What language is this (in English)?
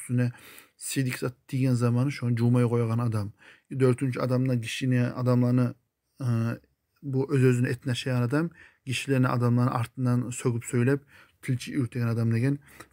Kumyk